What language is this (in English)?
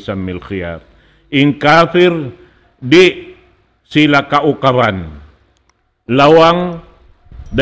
Tausug